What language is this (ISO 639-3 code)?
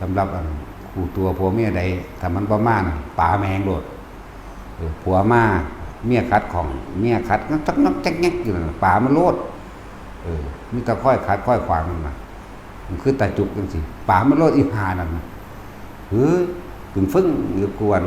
tts